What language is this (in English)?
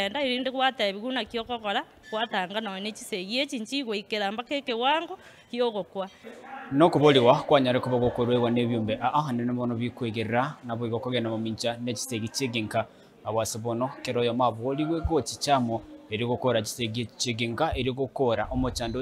Gusii